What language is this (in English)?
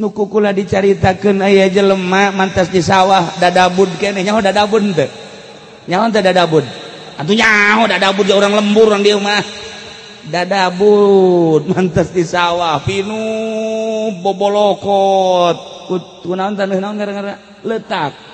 Sundanese